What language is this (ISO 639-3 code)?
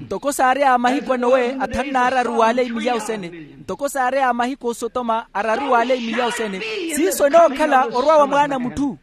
vmw